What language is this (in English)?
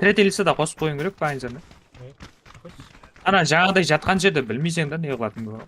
Kara-Kalpak